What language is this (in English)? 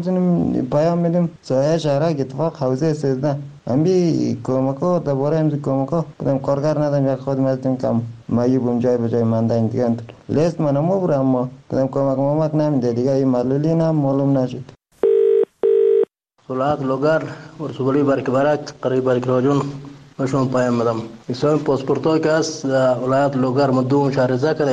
Persian